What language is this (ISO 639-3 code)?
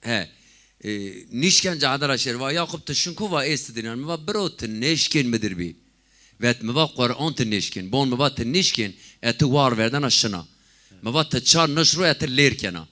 zza